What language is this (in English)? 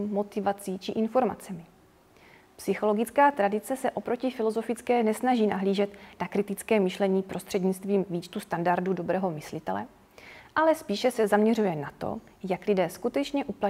Czech